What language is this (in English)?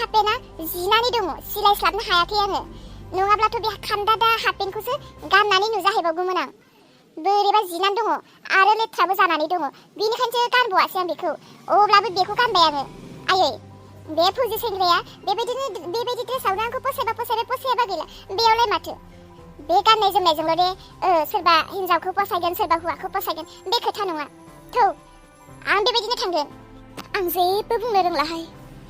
Bodo